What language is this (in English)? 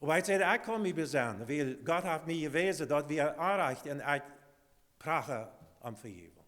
Plautdietsch